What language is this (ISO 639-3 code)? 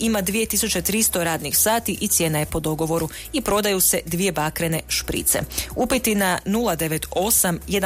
hrv